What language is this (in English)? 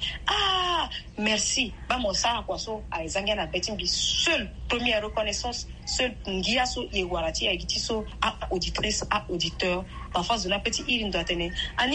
Sango